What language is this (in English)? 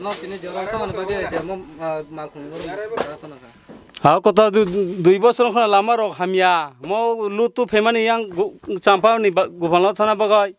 Kok Borok